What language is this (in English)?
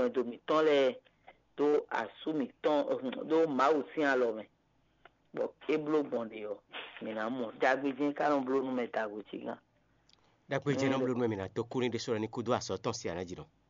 Fon